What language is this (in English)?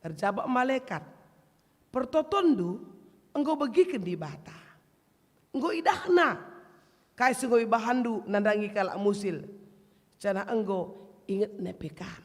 Batak Karo